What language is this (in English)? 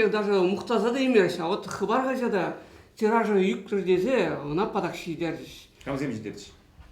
Chuvash